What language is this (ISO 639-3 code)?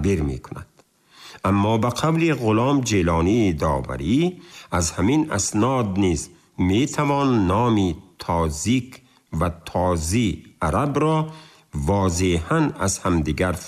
tgk